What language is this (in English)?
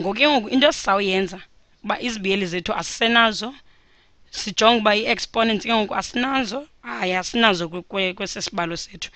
Xhosa